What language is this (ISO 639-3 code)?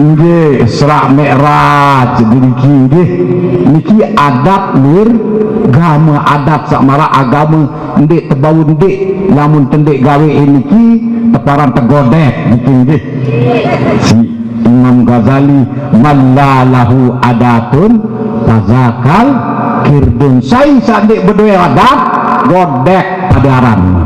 sas